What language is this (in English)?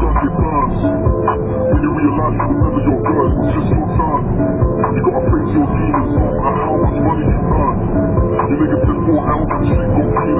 English